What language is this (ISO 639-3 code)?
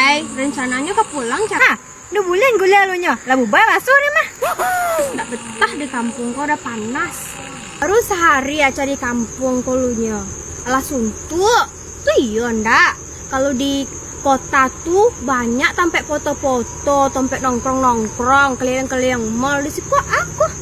min